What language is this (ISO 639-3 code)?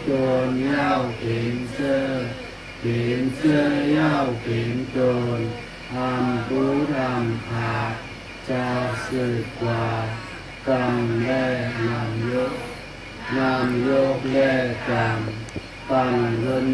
shn